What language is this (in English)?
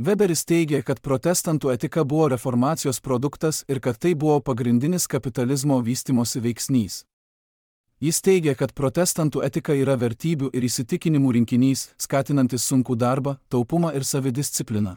Lithuanian